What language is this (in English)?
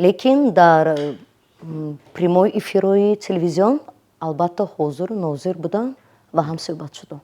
Tajik